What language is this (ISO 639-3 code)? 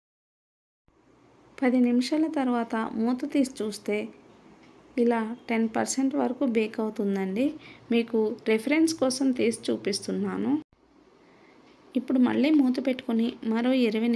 tel